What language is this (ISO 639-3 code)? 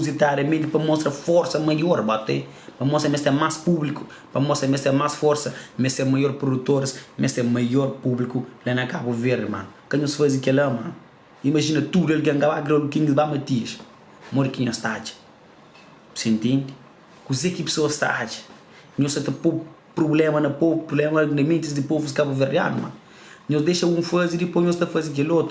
kea